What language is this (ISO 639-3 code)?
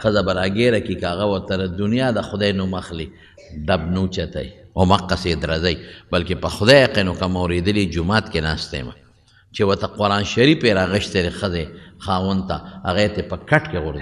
pus